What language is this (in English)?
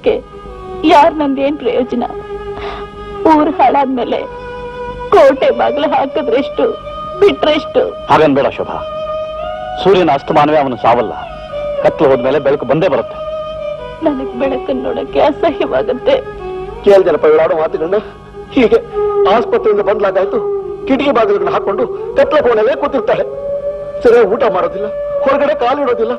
Kannada